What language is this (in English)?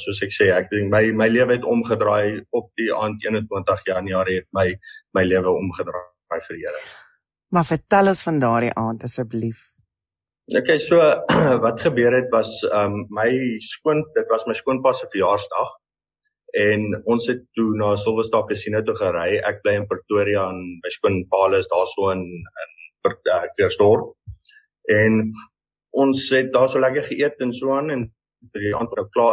Afrikaans